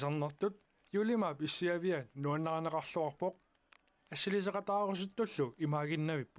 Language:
Kalaallisut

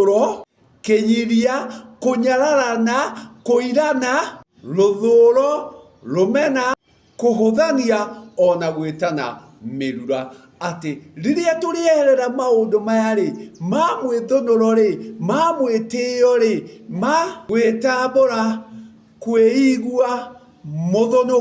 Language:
Kikuyu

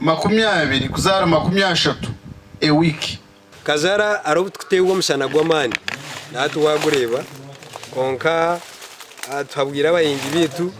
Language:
Nyankole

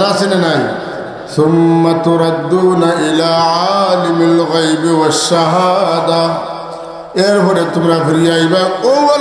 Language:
Sylheti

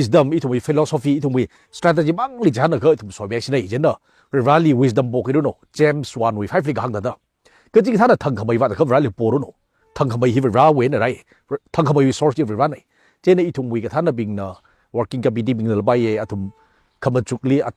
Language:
Tangkhul Naga (India)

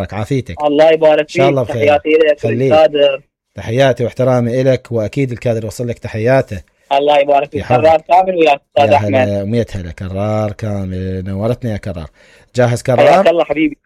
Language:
Mesopotamian Arabic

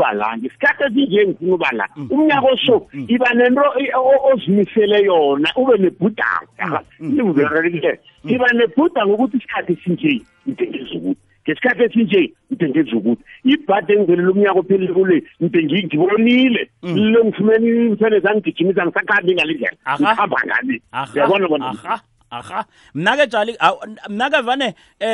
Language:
South Ndebele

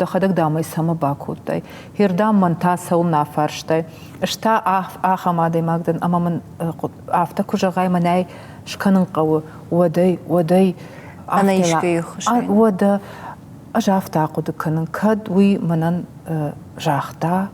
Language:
Ossetic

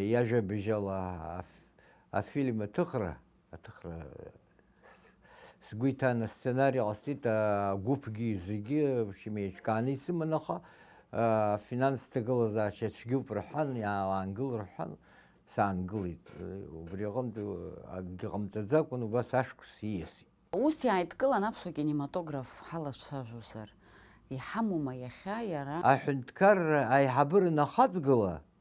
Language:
Abkhazian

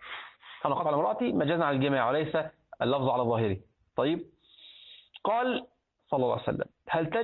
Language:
Arabic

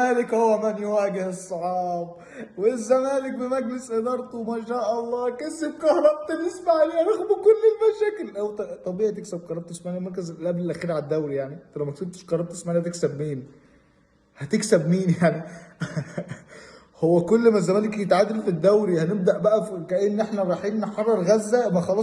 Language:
Egyptian Arabic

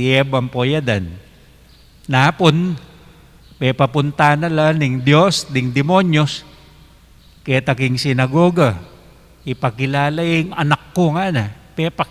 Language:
Pampanga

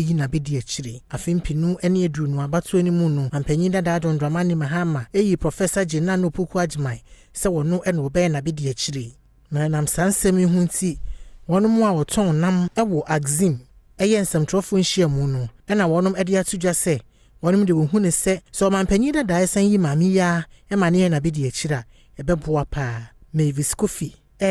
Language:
Akan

